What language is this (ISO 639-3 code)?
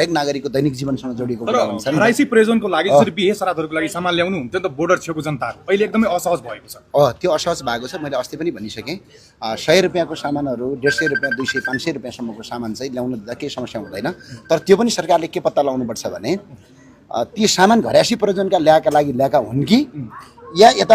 nep